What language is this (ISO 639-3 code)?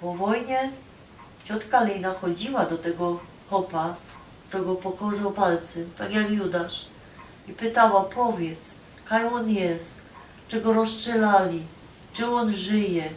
szl